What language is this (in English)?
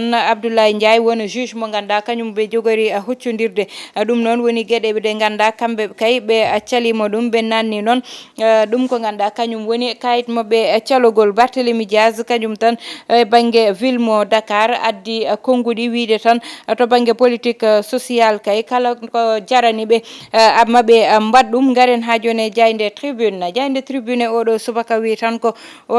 Fula